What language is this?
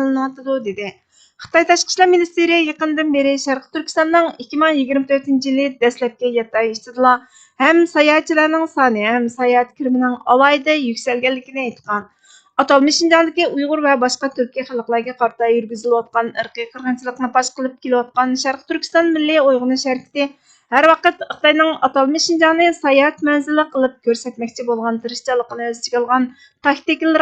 Uyghur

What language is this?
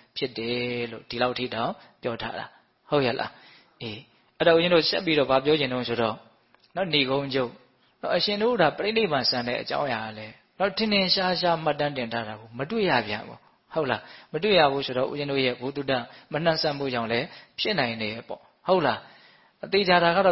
Burmese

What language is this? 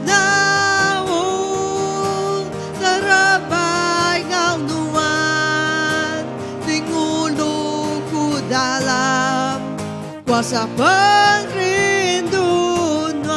Iban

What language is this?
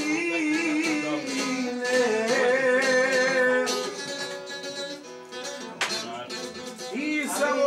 Croatian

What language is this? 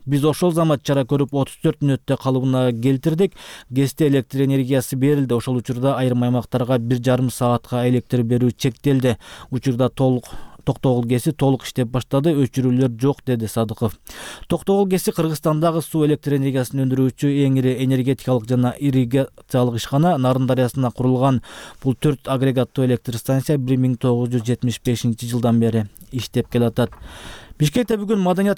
Kyrgyz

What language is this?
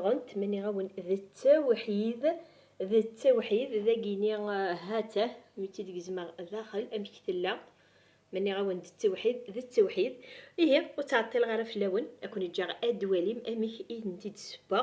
Kabyle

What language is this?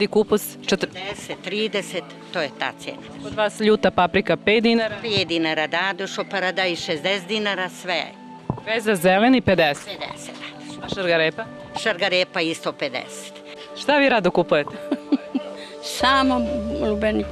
Serbian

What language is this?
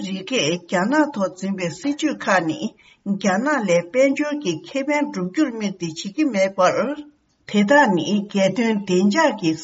Tibetan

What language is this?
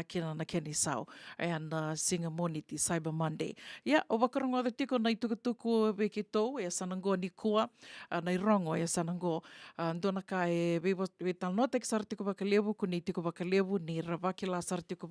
Fijian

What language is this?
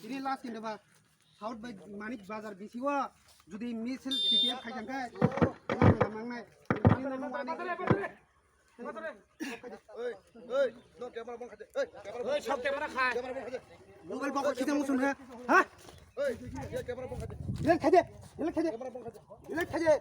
Kok Borok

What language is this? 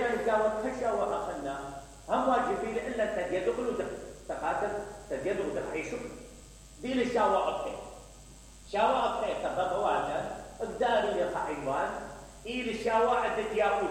Mesopotamian Arabic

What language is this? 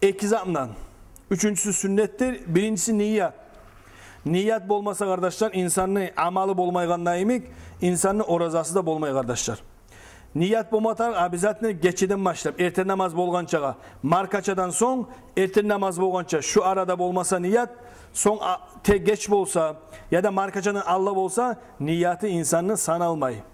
Kumyk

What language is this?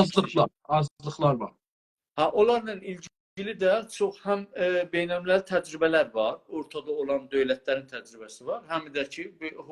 South Azerbaijani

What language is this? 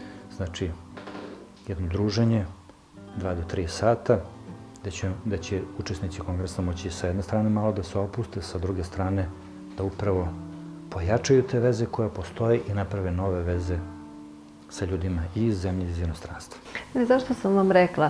Serbian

